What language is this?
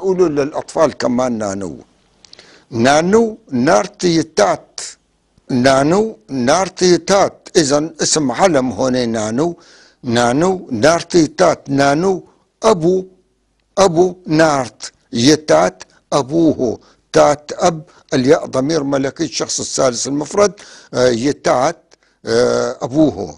North Levantine Arabic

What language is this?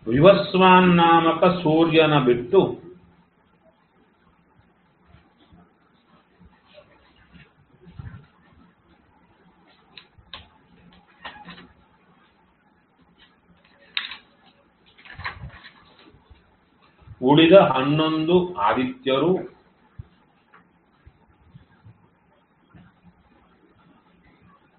Kannada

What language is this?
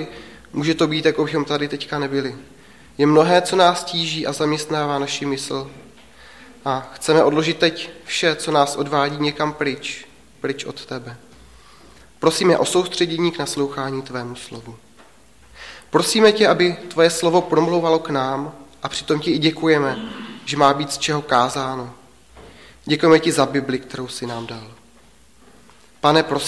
Czech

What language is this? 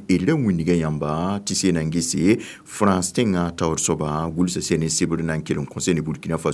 Mossi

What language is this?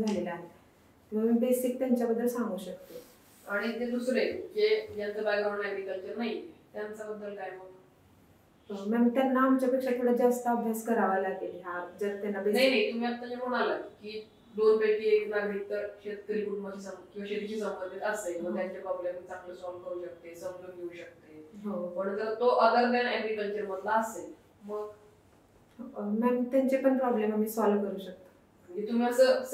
Marathi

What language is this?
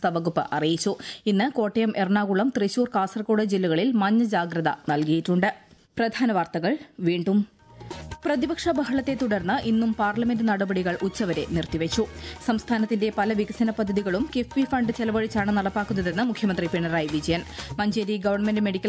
Malayalam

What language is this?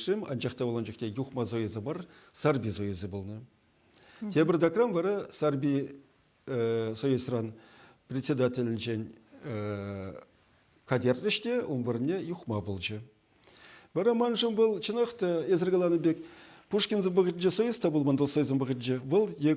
Chuvash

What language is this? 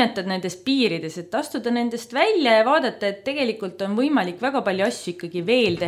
Estonian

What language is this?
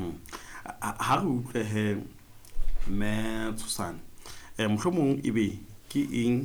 Southern Sotho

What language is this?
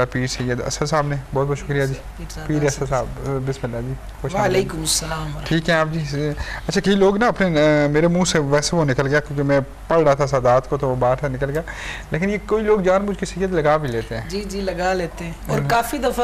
Urdu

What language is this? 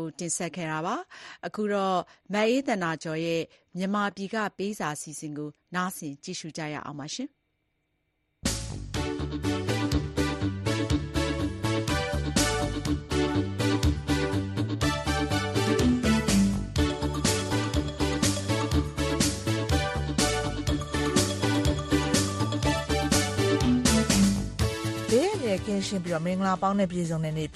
Burmese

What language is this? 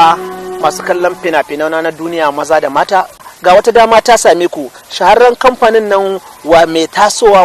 Hausa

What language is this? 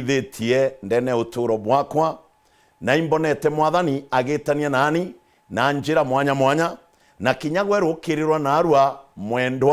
Meru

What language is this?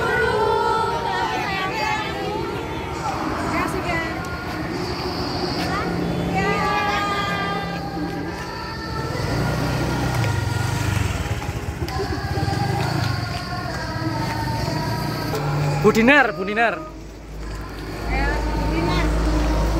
Indonesian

